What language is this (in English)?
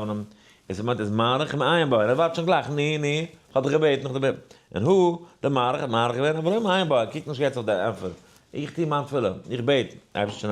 Yiddish